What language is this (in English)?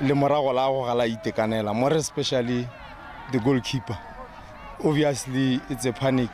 Tswana